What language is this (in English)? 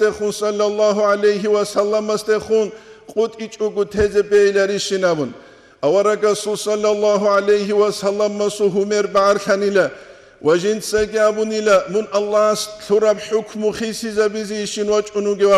Avaric